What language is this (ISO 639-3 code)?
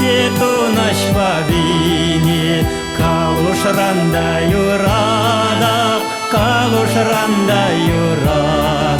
chv